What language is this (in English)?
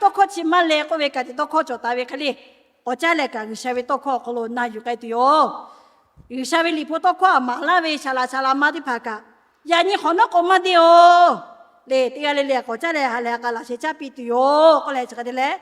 Lahu